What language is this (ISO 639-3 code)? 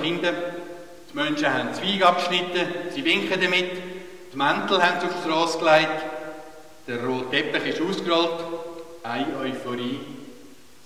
gsw